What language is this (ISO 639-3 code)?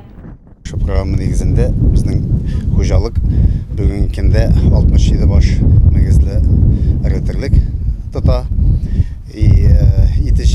tat